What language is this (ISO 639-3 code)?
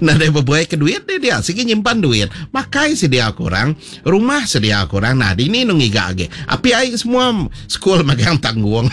iba